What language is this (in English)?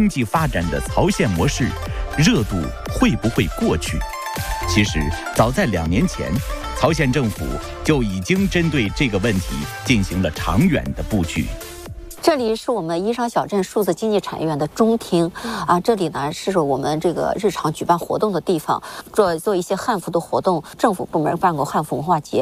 Chinese